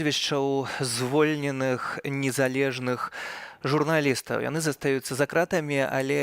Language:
Belarusian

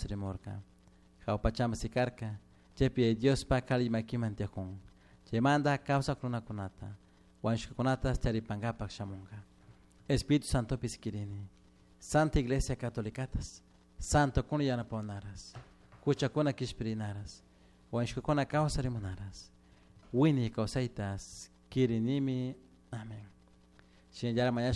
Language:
Chimborazo Highland Quichua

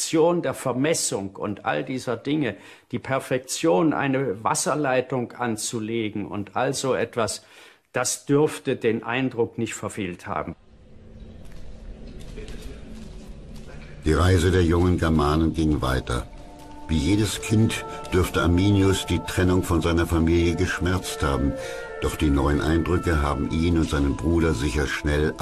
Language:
German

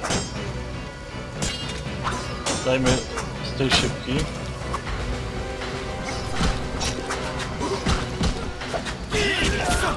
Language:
Polish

